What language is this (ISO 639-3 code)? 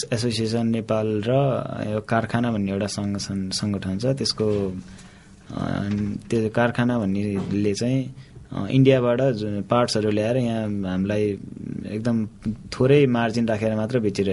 nep